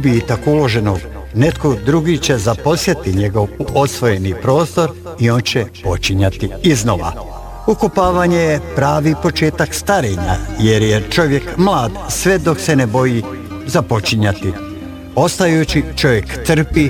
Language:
Bosnian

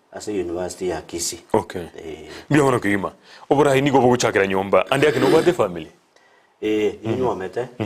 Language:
Gusii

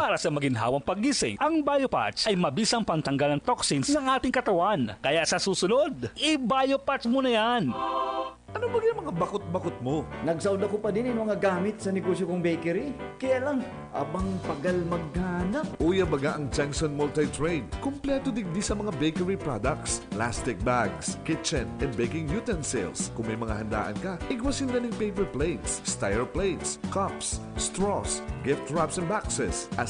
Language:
Bikol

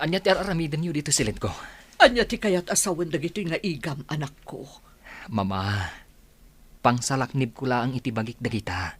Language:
Iloko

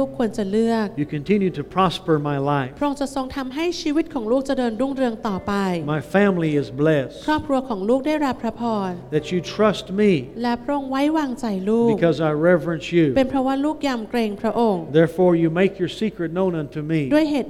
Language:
Thai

